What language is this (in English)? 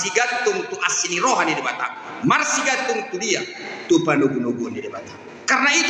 Batak Toba